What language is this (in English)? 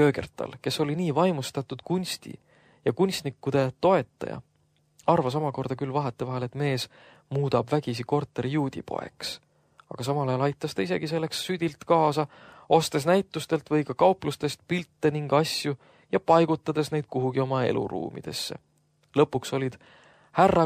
Estonian